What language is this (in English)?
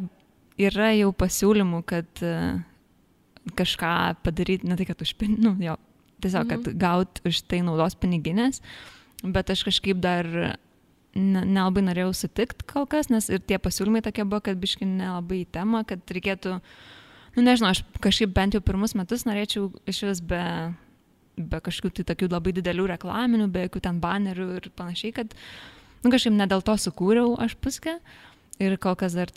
Lithuanian